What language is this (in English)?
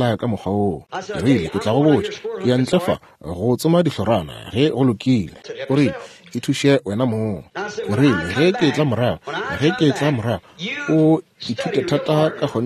Northern Sotho